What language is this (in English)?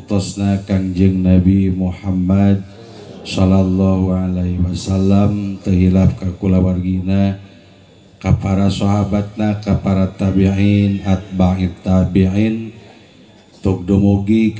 Sundanese